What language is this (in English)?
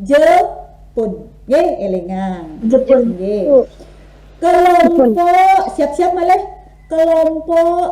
Balinese